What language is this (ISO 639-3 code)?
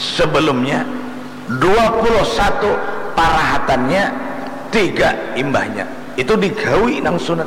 bjn